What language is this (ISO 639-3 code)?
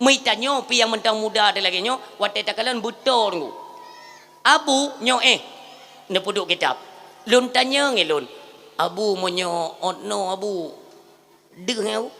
ace